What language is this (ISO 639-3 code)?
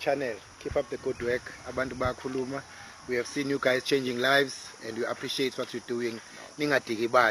zul